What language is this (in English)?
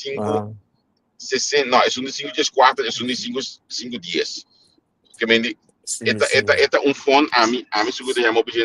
Papiamento